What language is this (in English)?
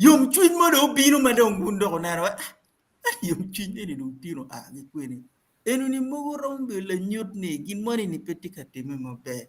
Acoli